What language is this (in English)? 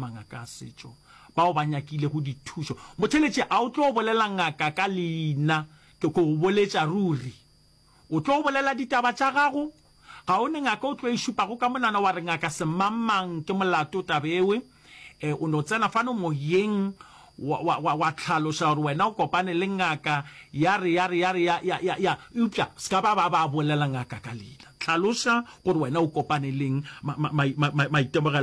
Northern Sotho